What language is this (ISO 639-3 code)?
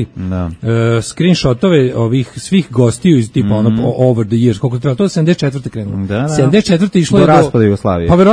srp